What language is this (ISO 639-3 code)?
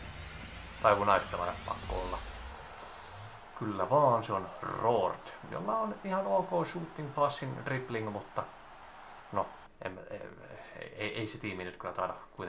fin